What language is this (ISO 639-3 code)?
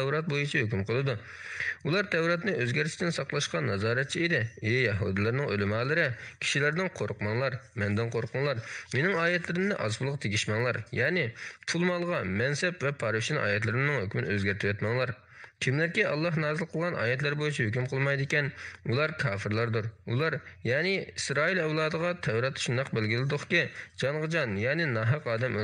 uig